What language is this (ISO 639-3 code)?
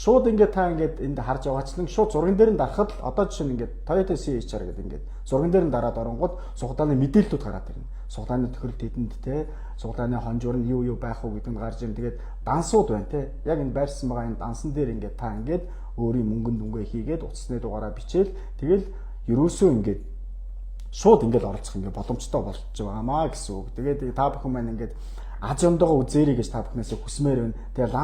mon